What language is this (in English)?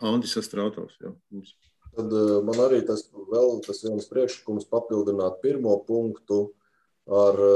Latvian